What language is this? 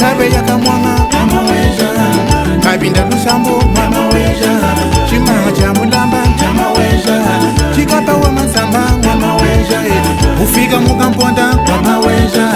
Luba-Lulua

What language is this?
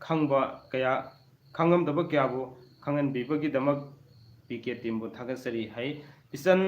Manipuri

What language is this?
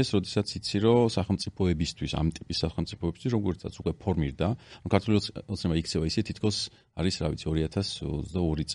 Georgian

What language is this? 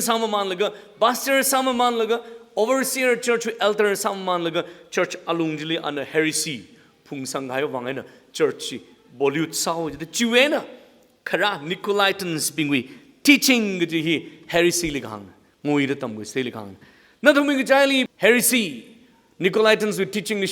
Tangkhul Naga (India)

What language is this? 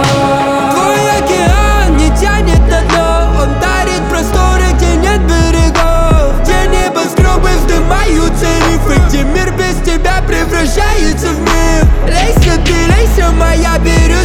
Russian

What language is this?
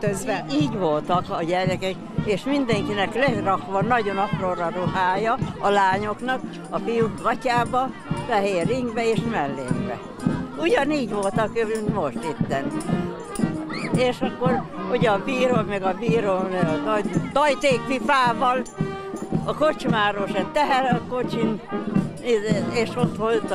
Hungarian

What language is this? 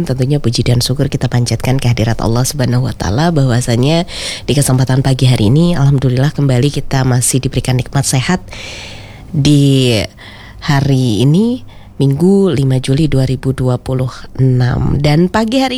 Indonesian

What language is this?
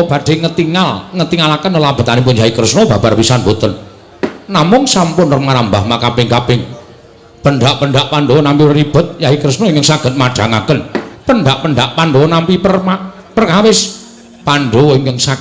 Javanese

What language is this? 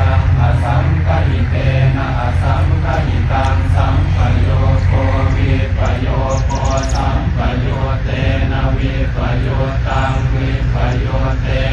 Pali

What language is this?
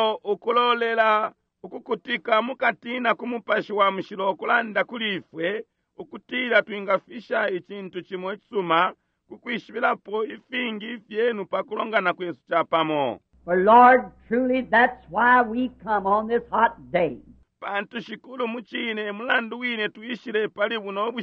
Bemba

